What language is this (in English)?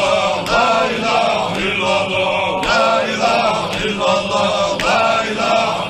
Ingush